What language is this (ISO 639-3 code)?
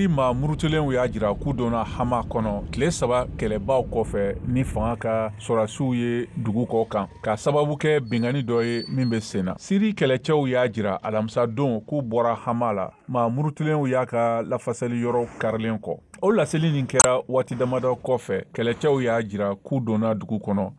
bam